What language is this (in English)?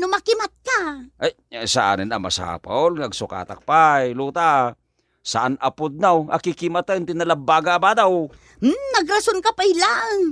Iloko